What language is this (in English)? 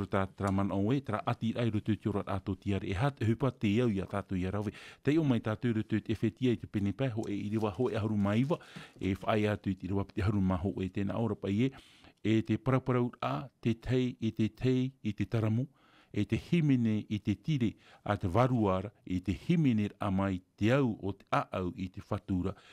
Tahitian